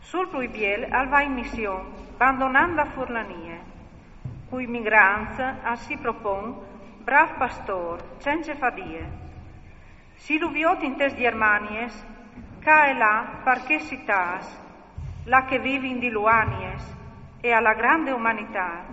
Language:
Friulian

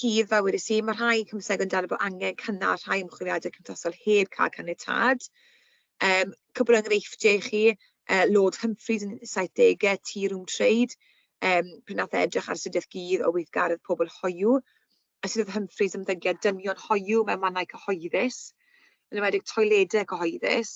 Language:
Welsh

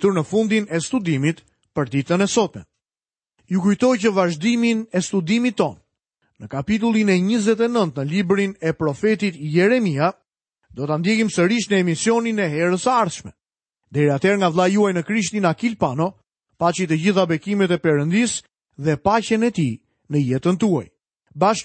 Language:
Albanian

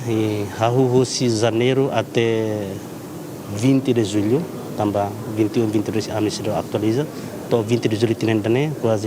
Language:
Tetum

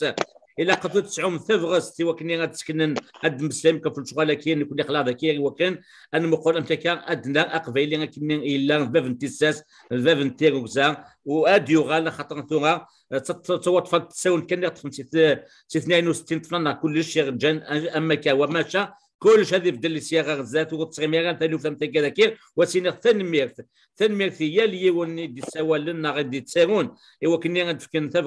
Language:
Kabyle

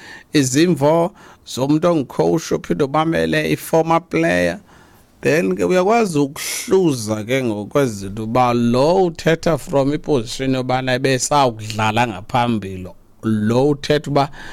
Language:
Xhosa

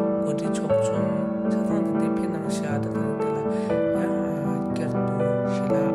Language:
Tibetan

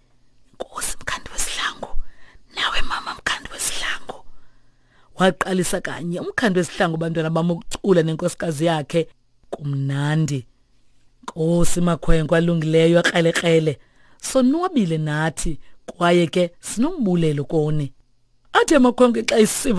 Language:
Xhosa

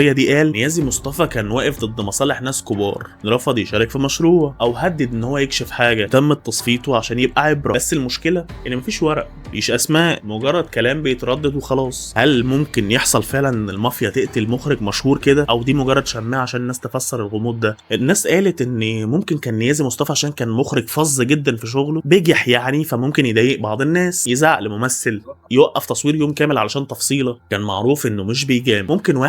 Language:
Egyptian Arabic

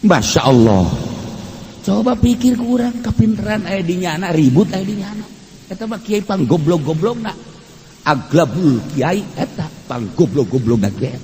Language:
Sundanese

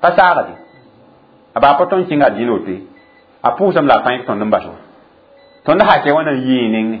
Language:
Mossi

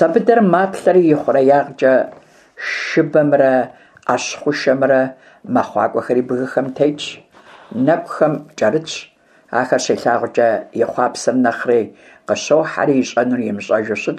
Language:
Kabardian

